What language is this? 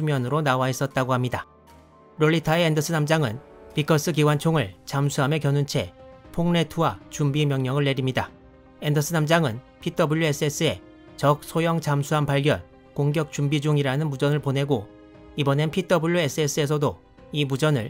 Korean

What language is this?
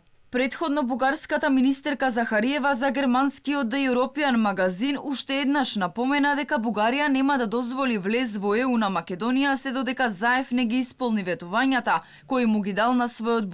Macedonian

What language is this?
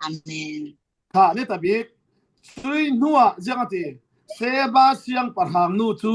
Falam Chin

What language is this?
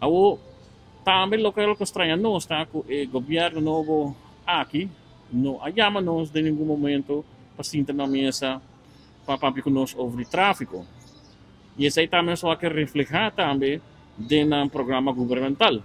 Papiamento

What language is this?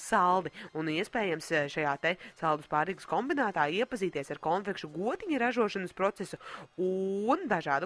Latvian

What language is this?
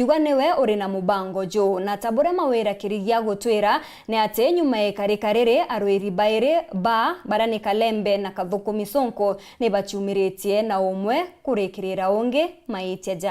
Meru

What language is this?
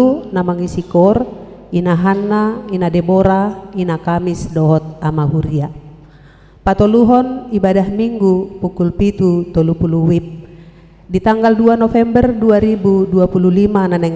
Batak Toba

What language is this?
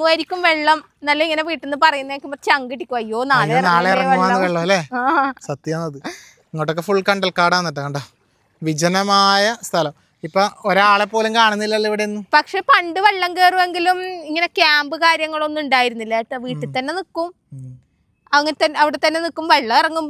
Malayalam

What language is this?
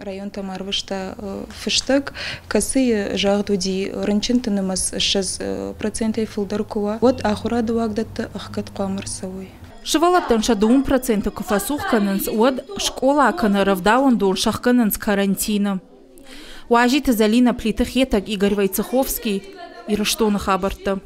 Ossetic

